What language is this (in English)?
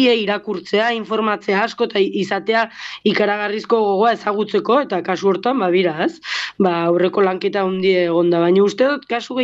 Basque